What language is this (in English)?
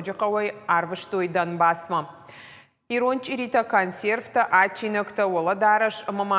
Ossetic